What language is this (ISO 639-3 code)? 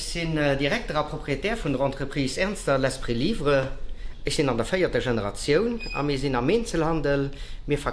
ltz